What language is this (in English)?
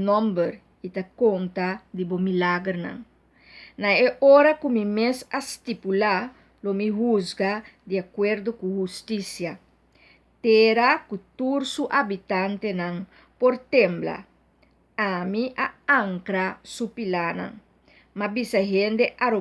Papiamento